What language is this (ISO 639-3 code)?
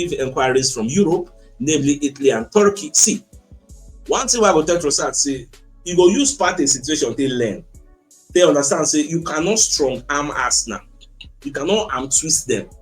pcm